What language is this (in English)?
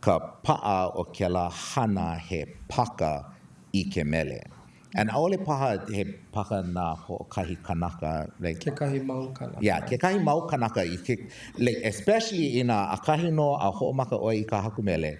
Hawaiian